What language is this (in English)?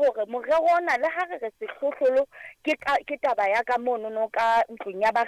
Southern Sotho